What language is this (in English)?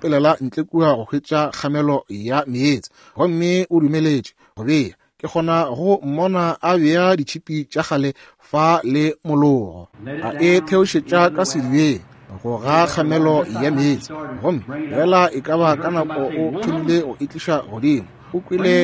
Northern Sotho